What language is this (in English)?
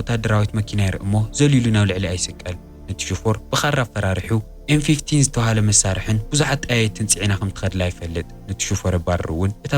Tigrinya